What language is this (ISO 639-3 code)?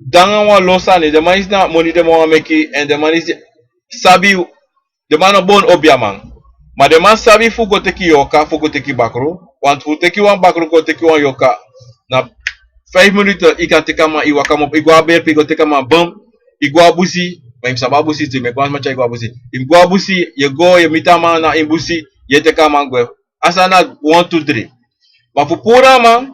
srn